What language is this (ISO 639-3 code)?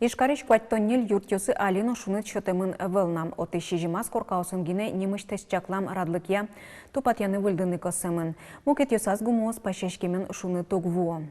udm